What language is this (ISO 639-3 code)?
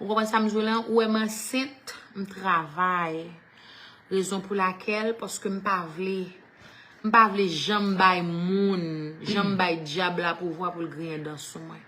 hat